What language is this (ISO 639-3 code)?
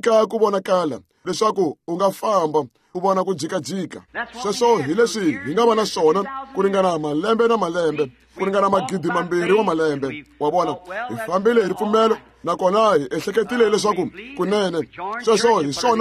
tso